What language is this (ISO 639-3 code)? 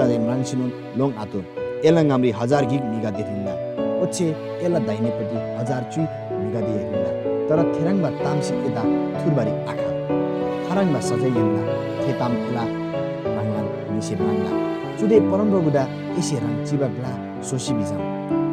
taj